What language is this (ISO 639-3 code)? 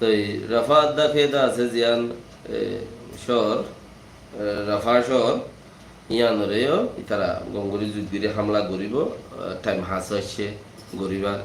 rhg